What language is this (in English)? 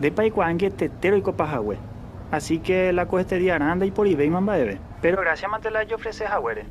Guarani